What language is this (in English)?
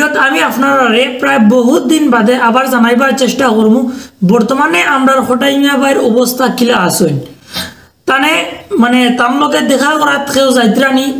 Sylheti